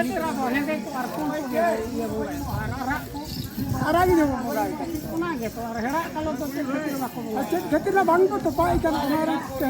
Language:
Santali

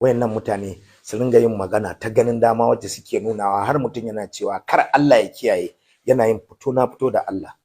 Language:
Hausa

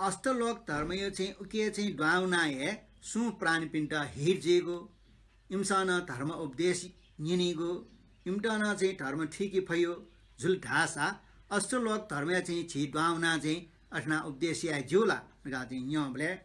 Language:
Newari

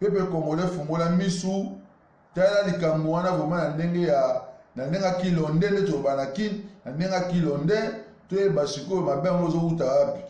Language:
Lingala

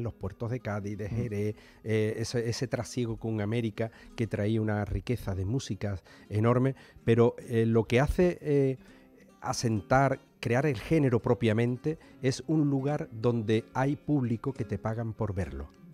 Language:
Spanish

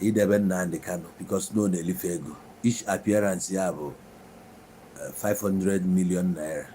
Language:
Igbo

